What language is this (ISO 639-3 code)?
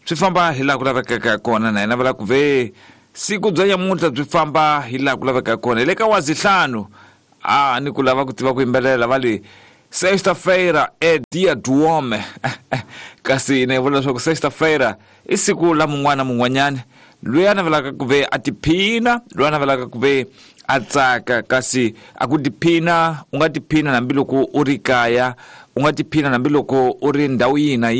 tso